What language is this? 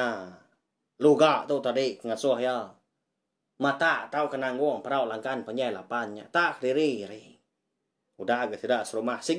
Iban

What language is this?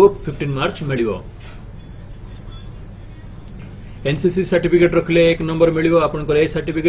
Odia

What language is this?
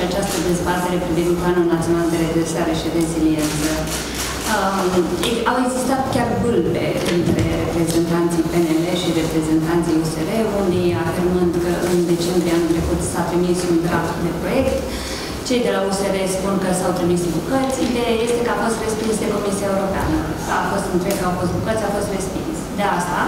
Romanian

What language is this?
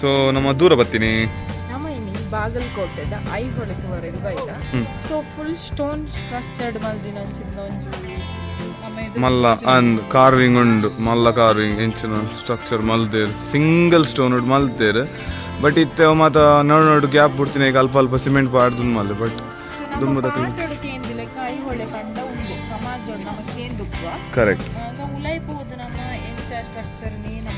Tulu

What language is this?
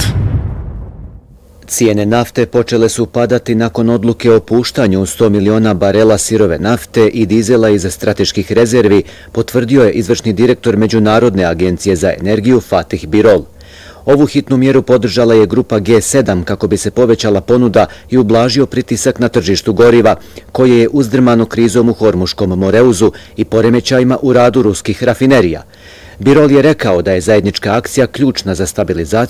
Bosnian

